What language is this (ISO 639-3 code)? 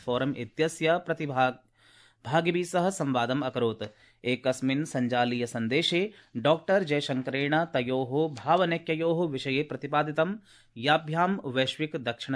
san